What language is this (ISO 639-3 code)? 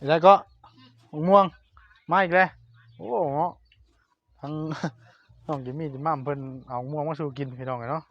tts